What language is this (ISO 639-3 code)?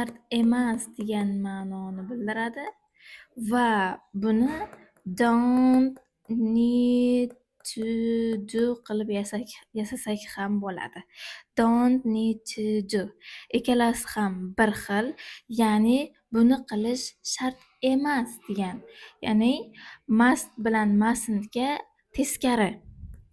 uzb